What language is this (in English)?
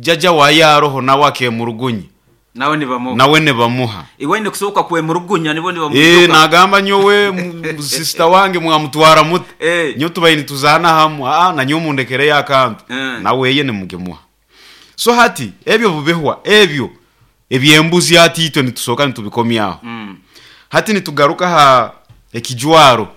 Nyoro